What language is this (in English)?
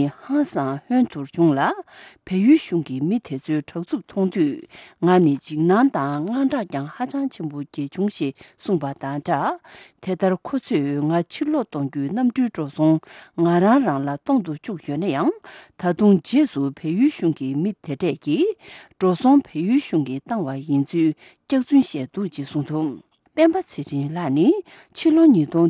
Tibetan